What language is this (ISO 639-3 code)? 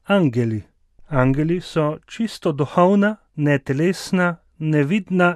slv